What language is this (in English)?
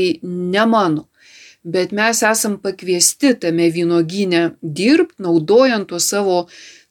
Lithuanian